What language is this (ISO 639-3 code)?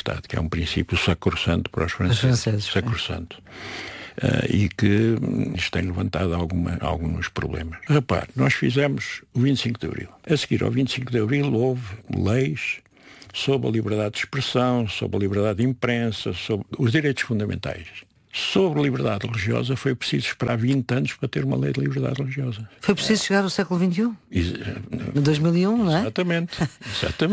por